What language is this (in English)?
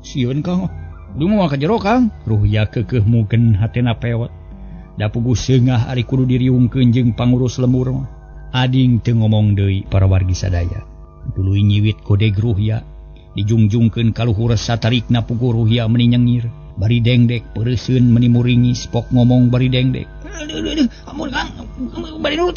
Sundanese